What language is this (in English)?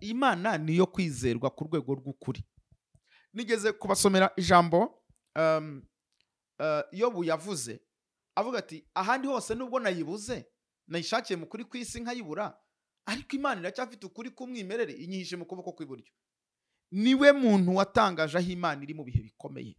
Kinyarwanda